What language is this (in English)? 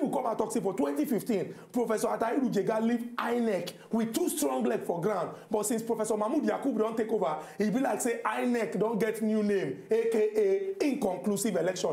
Nigerian Pidgin